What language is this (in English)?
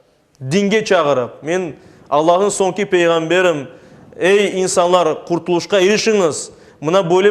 Crimean Tatar